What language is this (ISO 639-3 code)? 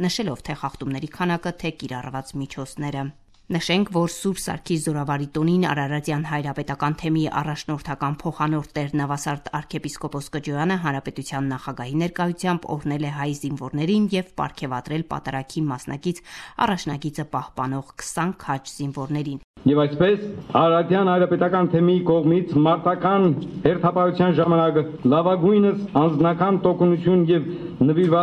hye